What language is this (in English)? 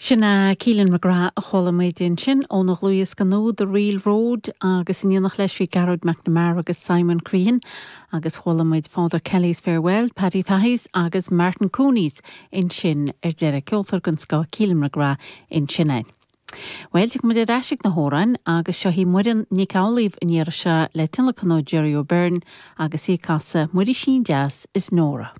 Irish